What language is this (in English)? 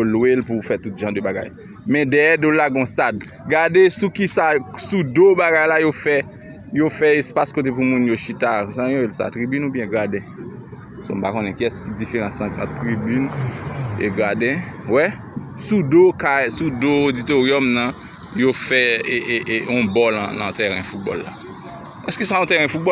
Haitian Creole